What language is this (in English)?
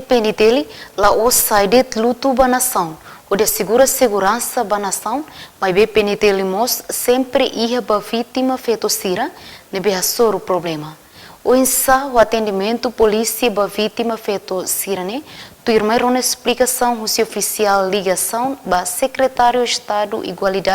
Tetum